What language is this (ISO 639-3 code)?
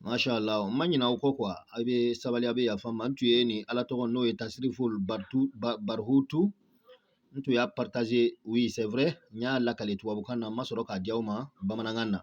bam